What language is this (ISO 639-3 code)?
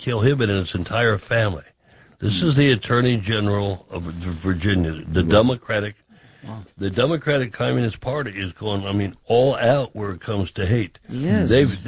eng